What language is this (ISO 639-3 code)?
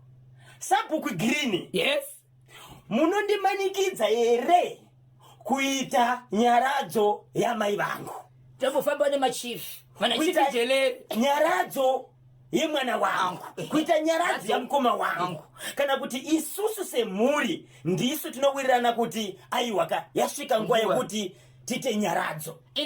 sna